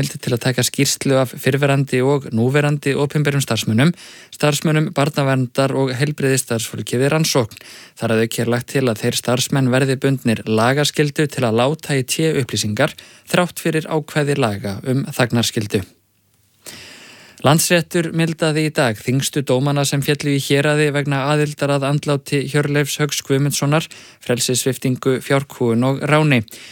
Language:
Icelandic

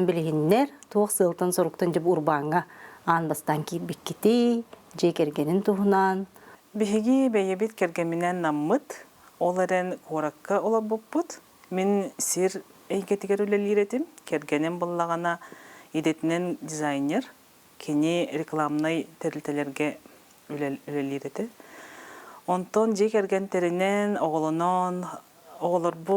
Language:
Yakut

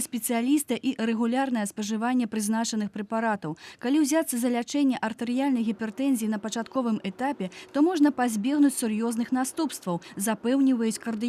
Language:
Belarusian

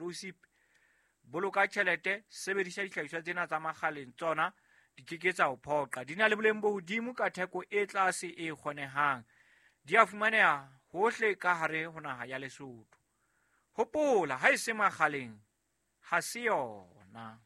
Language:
Southern Sotho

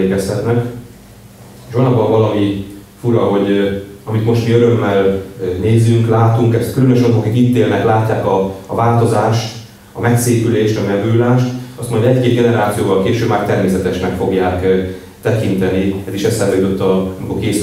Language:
Hungarian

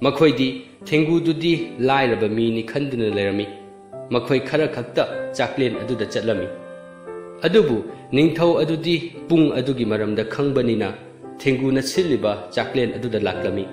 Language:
Manipuri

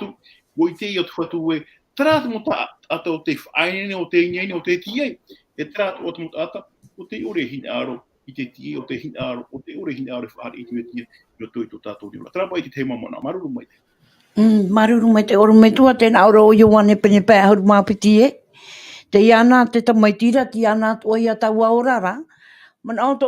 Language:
Tahitian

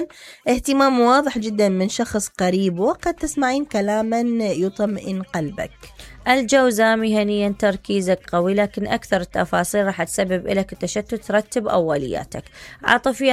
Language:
Mesopotamian Arabic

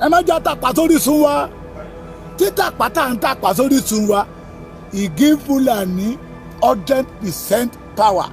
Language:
Yoruba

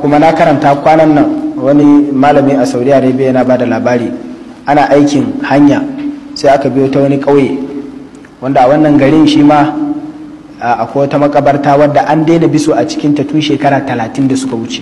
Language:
Hausa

